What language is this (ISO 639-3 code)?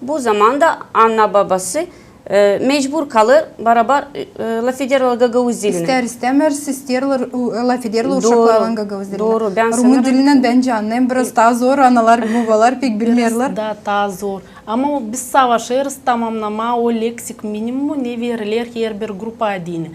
gag